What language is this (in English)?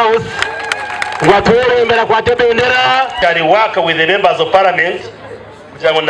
Nyankole